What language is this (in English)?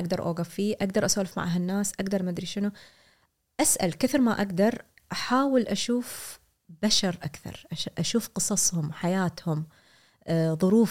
Gulf Arabic